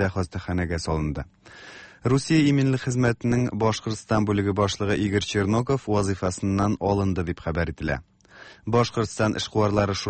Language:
Tatar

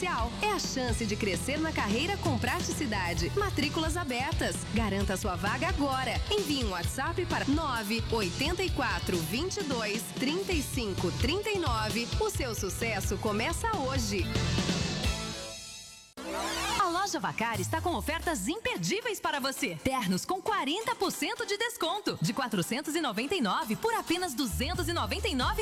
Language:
Portuguese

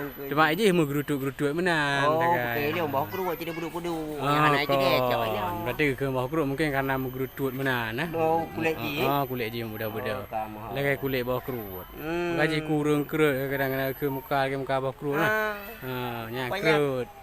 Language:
Achinese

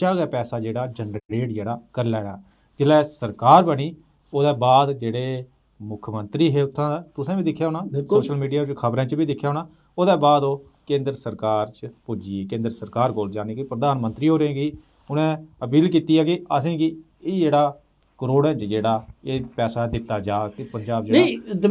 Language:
Dogri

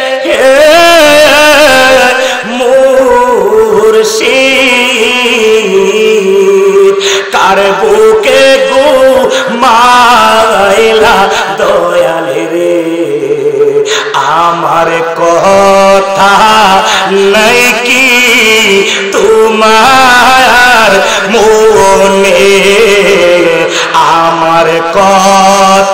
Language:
Bangla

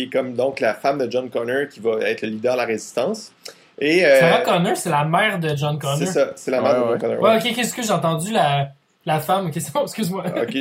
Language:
French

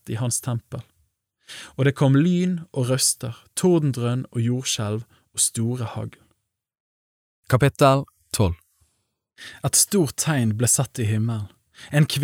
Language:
Norwegian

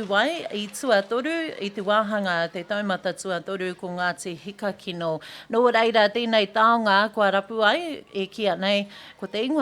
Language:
Māori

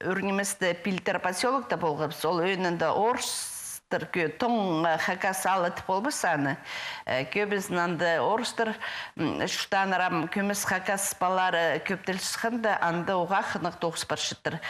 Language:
Khakas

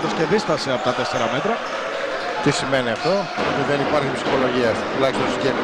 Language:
Greek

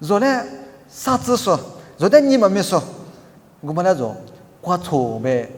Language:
Lisu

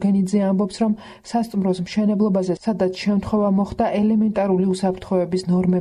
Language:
Georgian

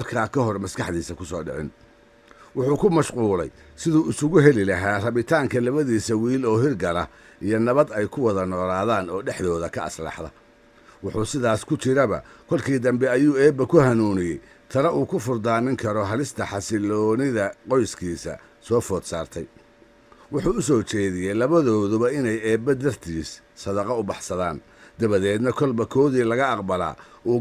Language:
Somali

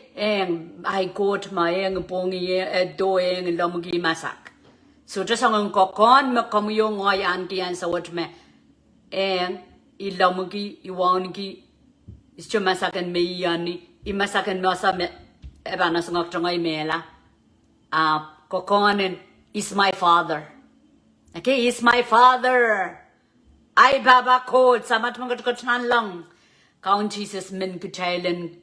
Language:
Pohnpeian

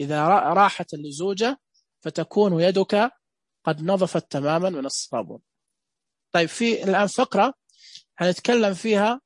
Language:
Najdi Arabic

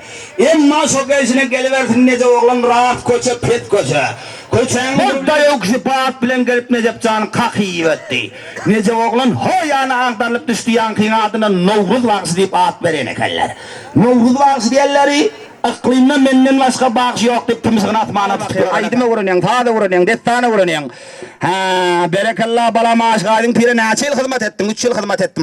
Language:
Turkmen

